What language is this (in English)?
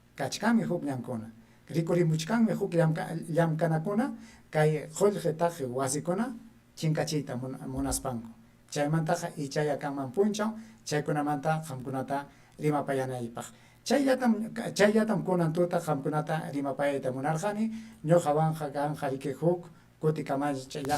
Ayacucho Quechua